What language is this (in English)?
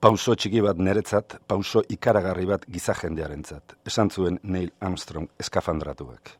Basque